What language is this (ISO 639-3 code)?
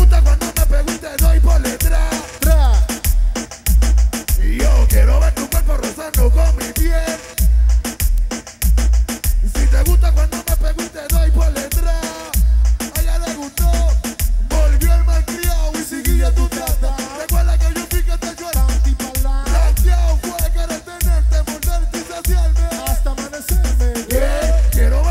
spa